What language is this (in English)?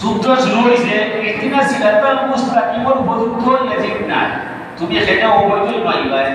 Sylheti